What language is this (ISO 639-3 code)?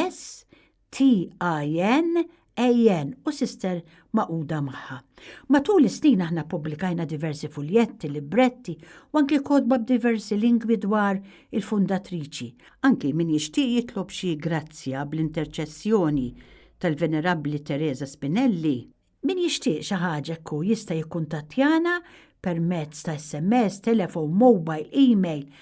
mlt